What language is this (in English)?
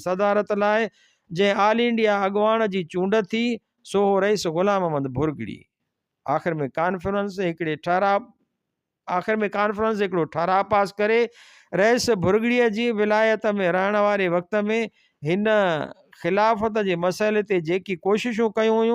Sindhi